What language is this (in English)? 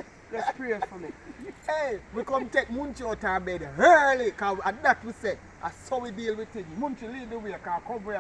Jamaican Creole English